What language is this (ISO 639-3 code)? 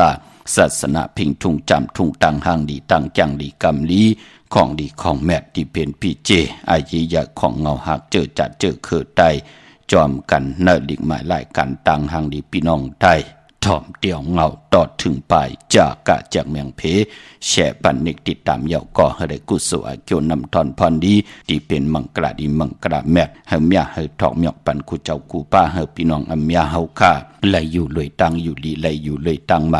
shn